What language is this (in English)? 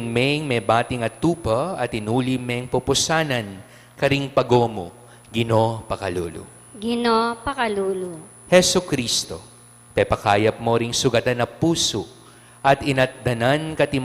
Pampanga